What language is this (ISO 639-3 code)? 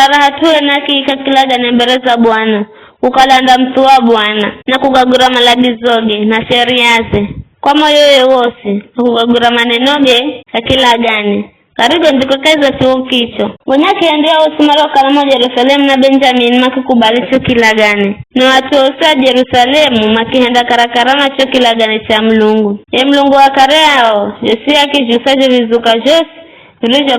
nyf